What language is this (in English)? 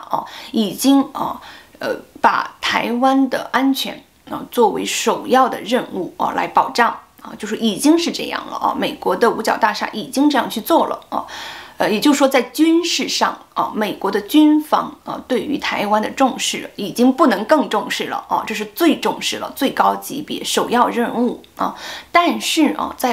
Chinese